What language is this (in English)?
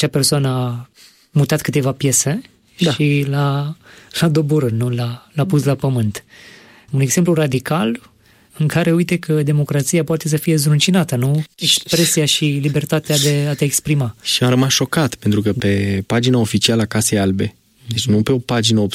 Romanian